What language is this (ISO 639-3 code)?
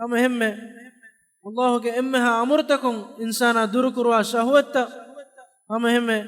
div